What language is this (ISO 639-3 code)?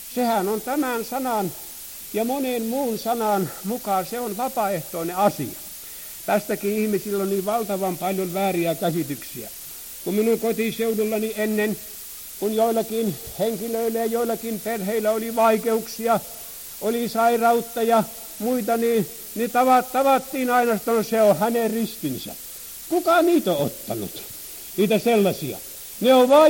fin